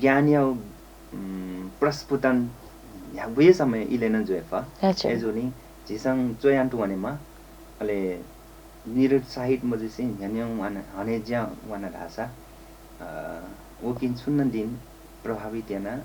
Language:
Newari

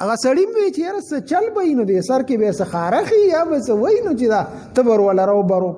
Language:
Pashto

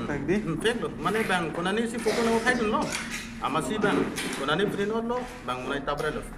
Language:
Karbi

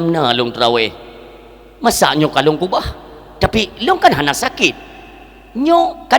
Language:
Achinese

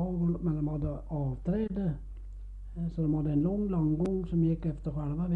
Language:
Swedish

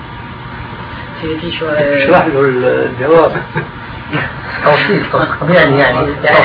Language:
Arabic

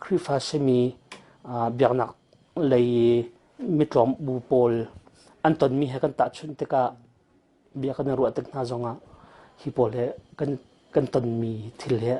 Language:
Hakha Chin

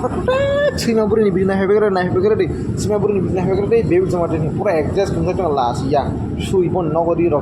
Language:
Kok Borok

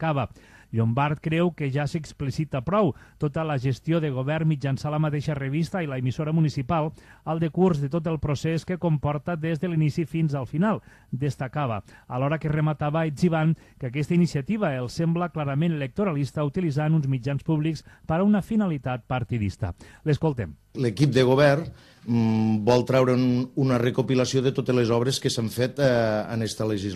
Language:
Catalan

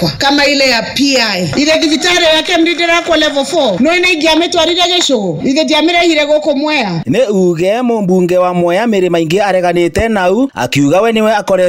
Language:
Kikuyu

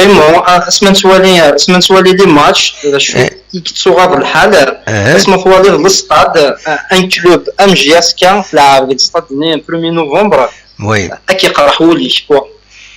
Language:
Kabyle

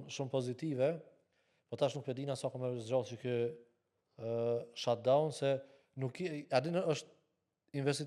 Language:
Albanian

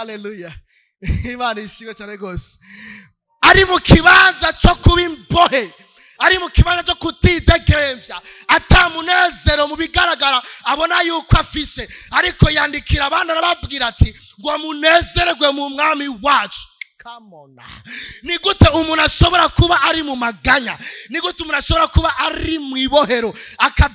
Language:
Rundi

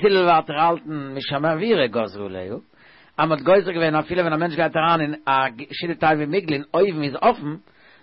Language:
Yiddish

